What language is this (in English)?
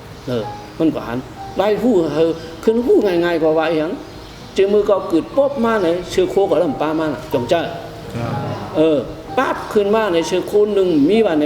Shan